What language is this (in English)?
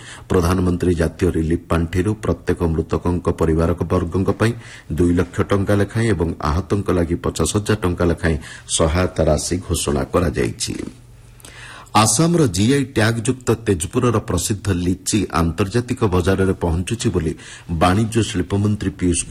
Odia